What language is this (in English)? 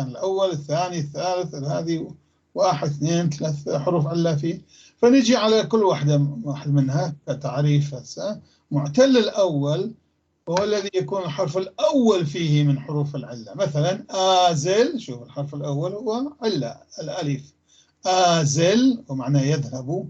North Levantine Arabic